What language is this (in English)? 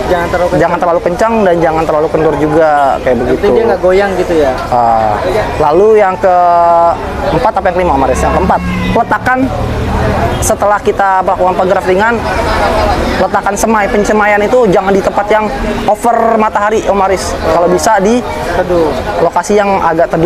Indonesian